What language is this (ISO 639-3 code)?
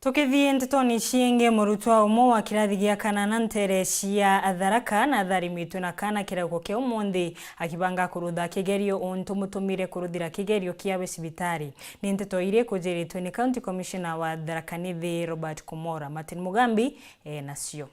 mer